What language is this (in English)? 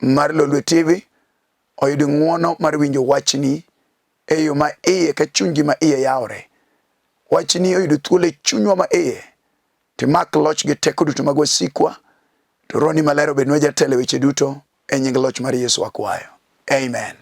Luo (Kenya and Tanzania)